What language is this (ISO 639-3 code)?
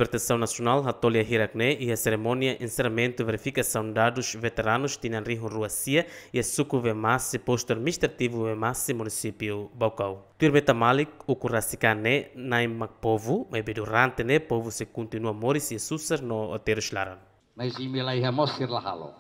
tet